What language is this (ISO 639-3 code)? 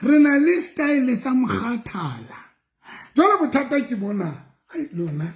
sot